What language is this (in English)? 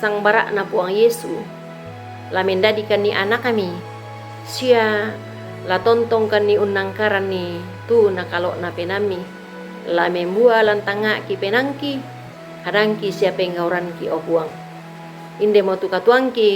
Toraja-Sa'dan